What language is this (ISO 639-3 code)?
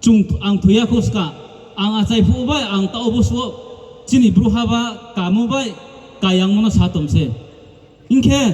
ria